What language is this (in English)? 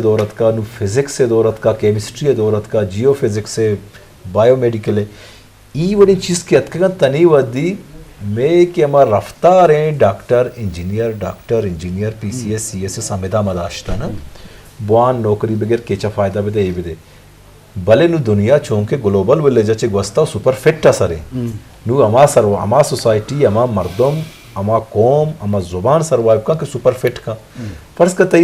Eastern Balochi